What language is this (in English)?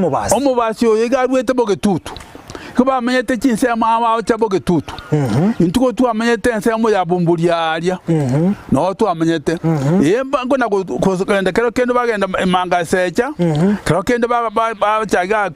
Gusii